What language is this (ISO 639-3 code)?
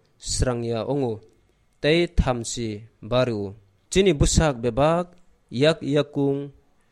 trp